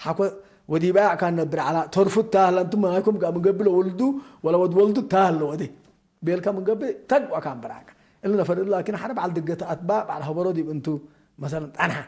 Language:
Tigre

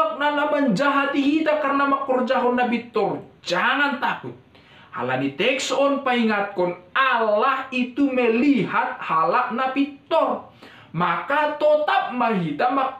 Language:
Batak Simalungun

